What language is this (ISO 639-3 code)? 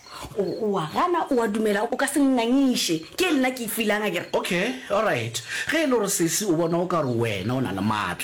nso